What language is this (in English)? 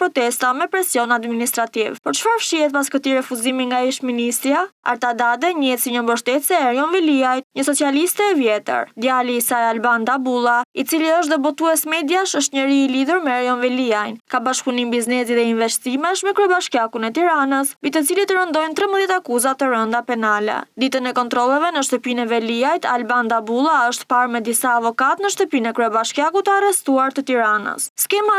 Albanian